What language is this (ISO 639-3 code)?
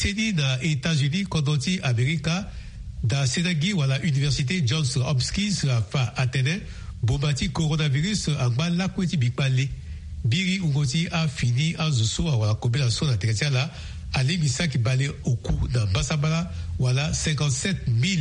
sag